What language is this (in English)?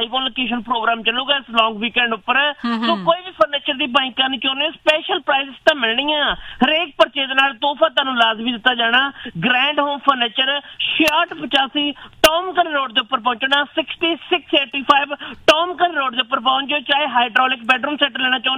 Punjabi